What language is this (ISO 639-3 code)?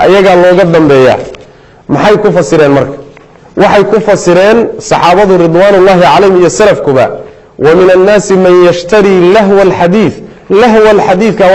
som